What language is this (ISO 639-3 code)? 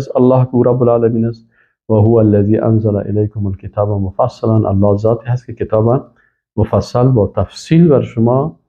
fas